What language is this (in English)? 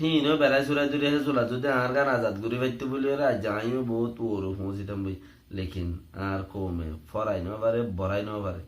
Rohingya